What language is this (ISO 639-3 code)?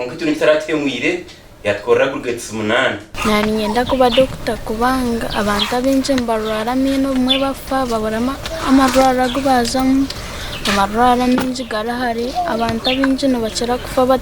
nyn